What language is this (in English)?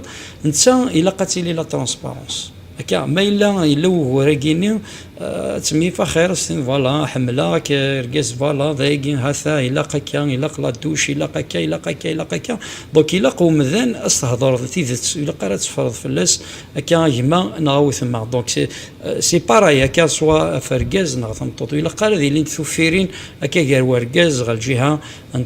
Kabyle